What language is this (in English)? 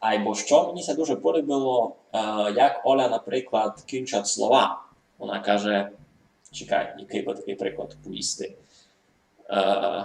Rusyn